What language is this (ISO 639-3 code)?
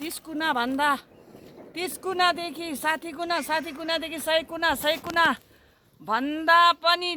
nep